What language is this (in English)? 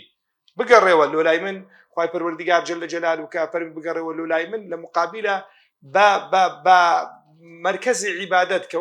Central Kurdish